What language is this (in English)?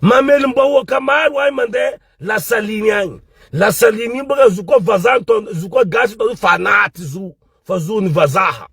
Malagasy